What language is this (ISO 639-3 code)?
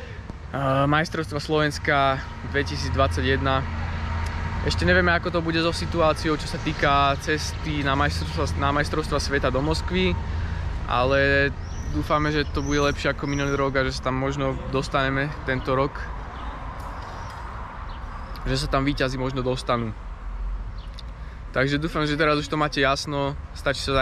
slk